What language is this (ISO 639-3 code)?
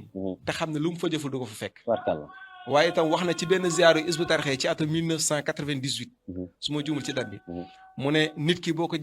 wol